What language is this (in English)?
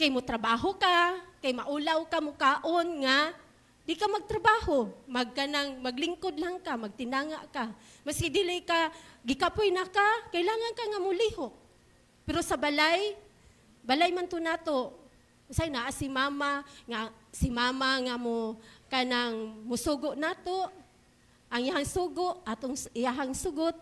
Cebuano